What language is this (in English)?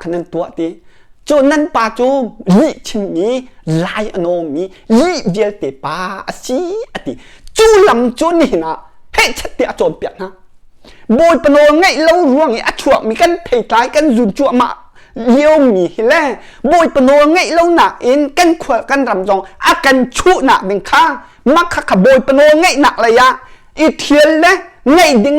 Hakha Chin